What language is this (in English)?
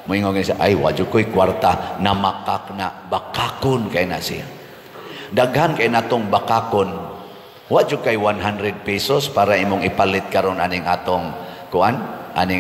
Cebuano